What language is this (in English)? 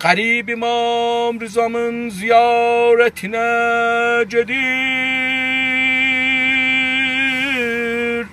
South Azerbaijani